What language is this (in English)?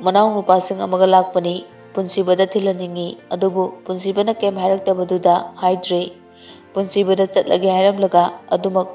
Manipuri